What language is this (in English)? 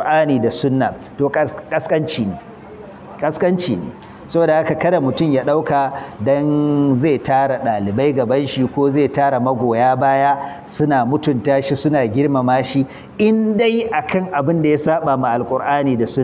Hausa